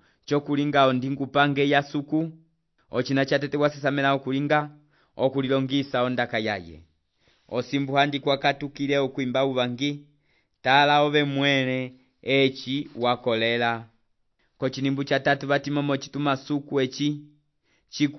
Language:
Umbundu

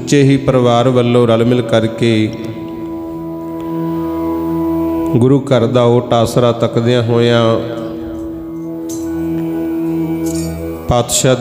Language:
Punjabi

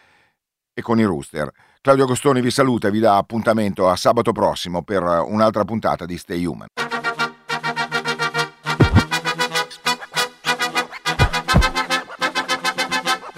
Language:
Italian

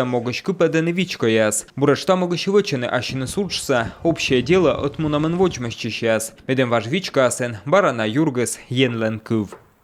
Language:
Komi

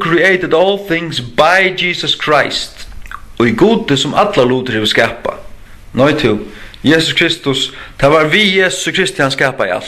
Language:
Faroese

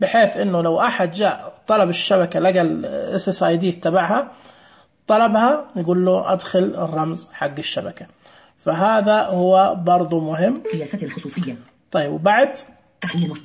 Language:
Najdi Arabic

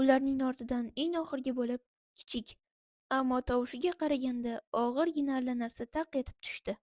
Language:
Uzbek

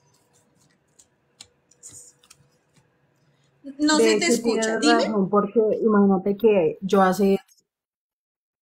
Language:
Spanish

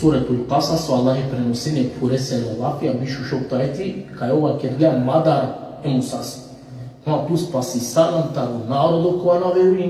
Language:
Balkan Romani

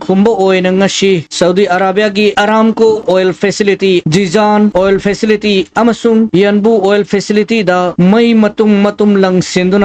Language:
Manipuri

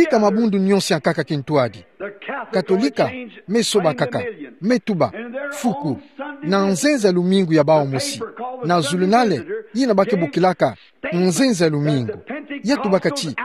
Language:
Kituba (Democratic Republic of Congo)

